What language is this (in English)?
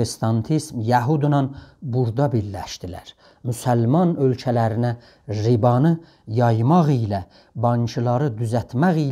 South Azerbaijani